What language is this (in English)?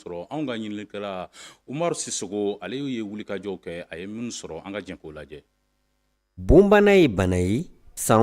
Bambara